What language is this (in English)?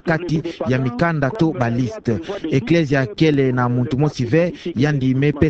Kituba (Democratic Republic of Congo)